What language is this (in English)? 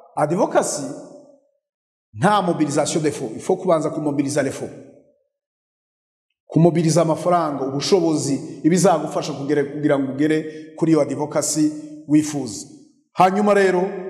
Kinyarwanda